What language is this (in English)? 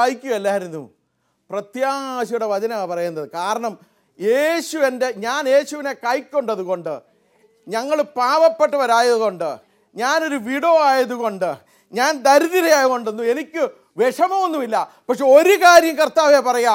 Malayalam